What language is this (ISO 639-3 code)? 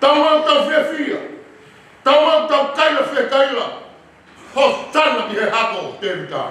ton